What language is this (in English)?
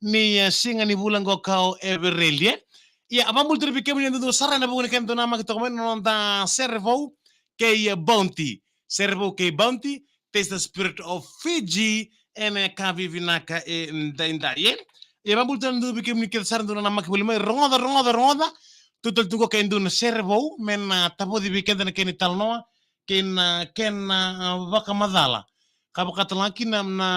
Fijian